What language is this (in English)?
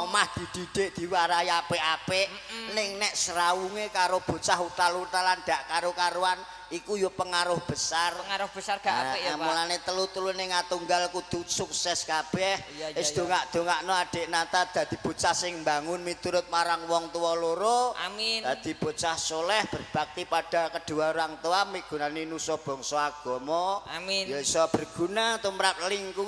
Javanese